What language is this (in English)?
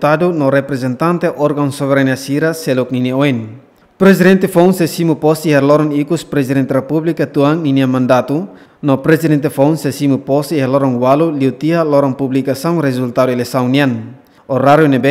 Tetum